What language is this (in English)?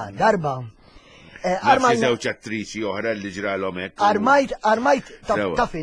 Maltese